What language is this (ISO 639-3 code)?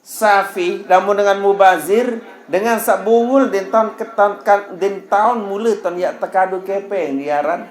sas